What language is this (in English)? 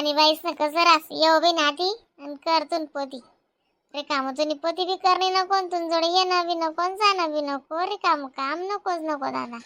Khandesi